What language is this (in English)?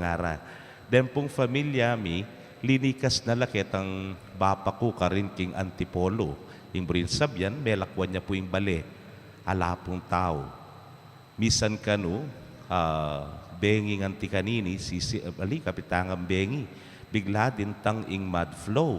Pampanga